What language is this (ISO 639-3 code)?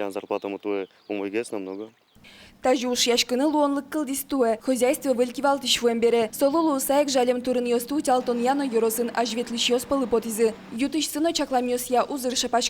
udm